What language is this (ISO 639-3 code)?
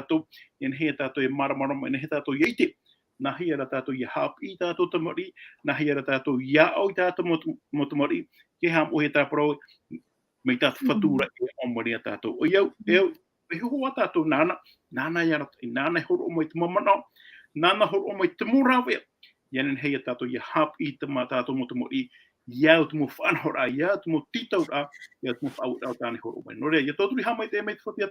tah